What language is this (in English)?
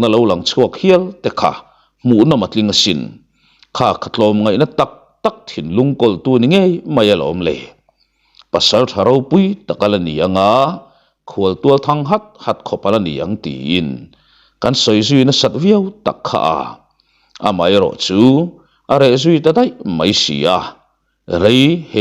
Mizo